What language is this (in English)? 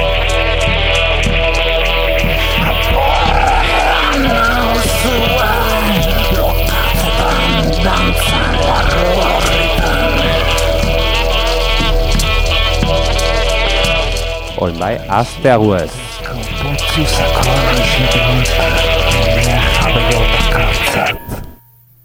Basque